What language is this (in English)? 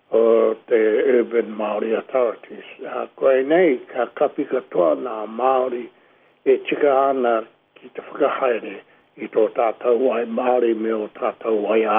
Māori